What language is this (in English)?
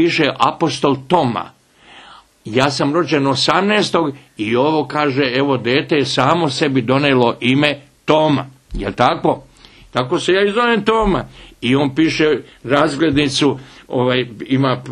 Bosnian